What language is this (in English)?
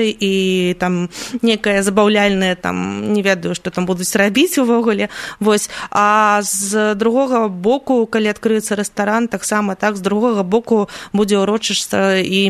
Belarusian